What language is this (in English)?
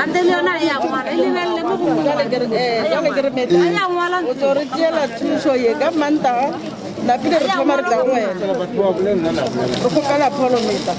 Northern Sotho